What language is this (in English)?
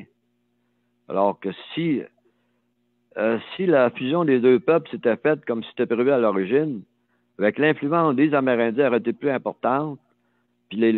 French